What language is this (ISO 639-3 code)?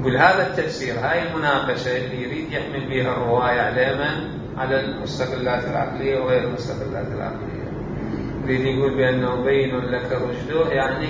acm